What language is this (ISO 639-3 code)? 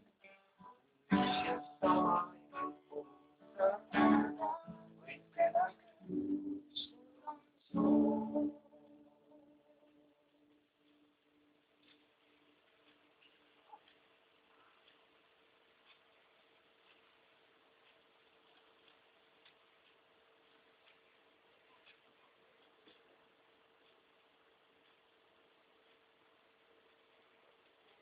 est